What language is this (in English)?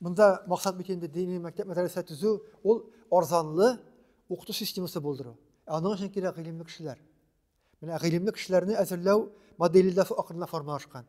Tatar